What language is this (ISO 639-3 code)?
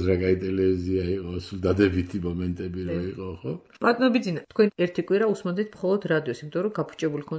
kat